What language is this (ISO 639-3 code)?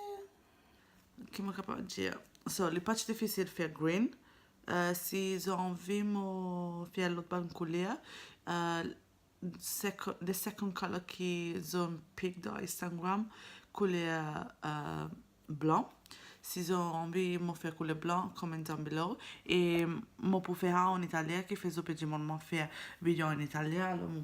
mfe